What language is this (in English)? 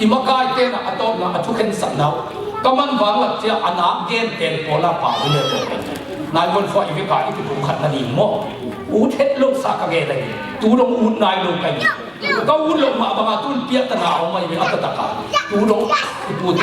Tedim Chin